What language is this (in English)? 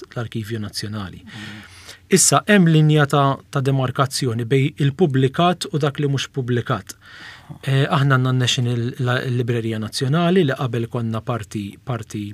Maltese